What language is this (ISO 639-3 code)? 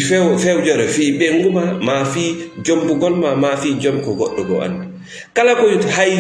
ful